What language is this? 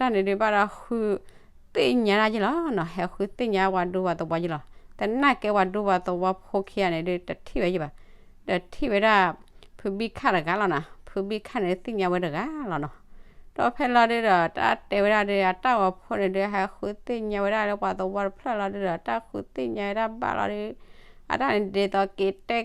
S'gaw Karen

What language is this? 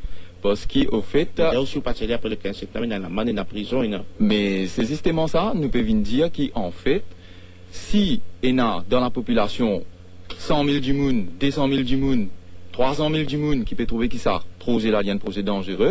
Morisyen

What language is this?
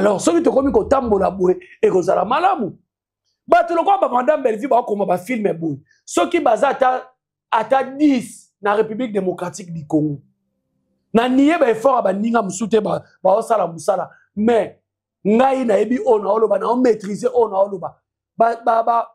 Lingala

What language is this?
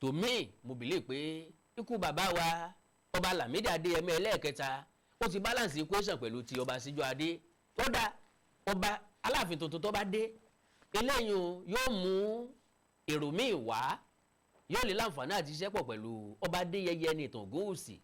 Yoruba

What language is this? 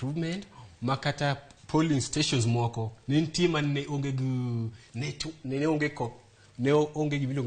Luo (Kenya and Tanzania)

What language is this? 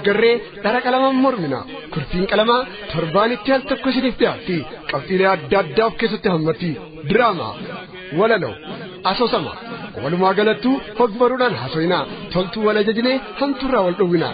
Oromo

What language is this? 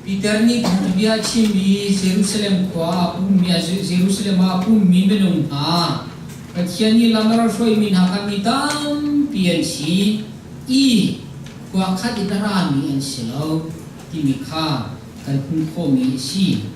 Hakha Chin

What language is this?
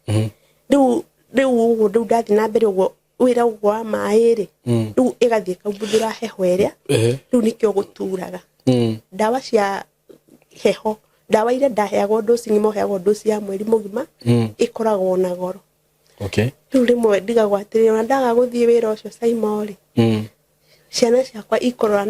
Kikuyu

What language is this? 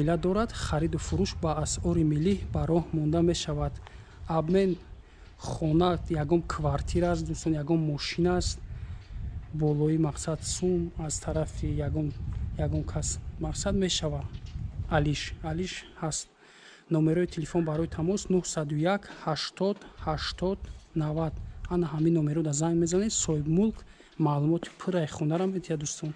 Tajik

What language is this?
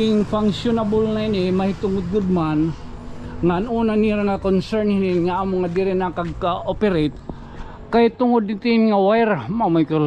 Waray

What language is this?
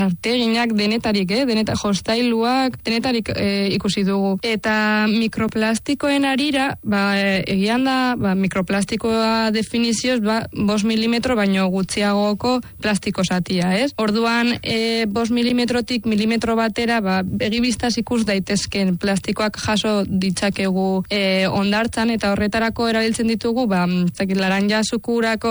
Basque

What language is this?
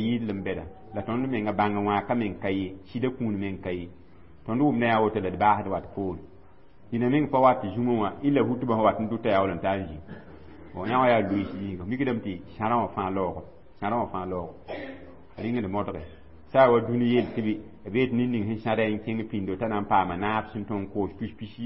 Mossi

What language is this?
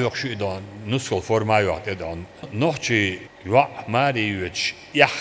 Chechen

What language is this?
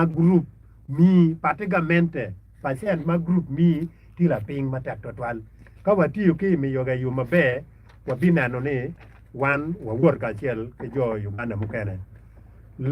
Acoli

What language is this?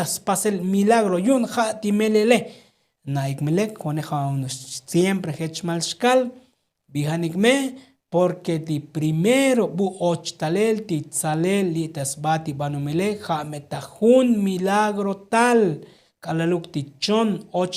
Tzotzil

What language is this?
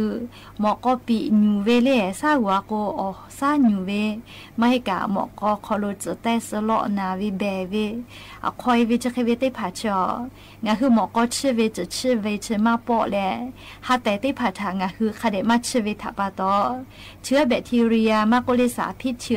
Lahu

